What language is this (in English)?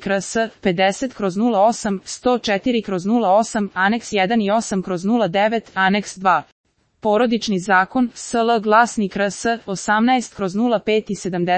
Serbian